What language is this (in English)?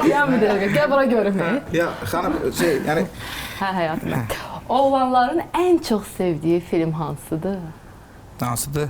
Azerbaijani